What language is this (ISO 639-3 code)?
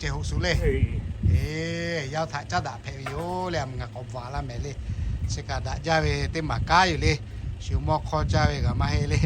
lhu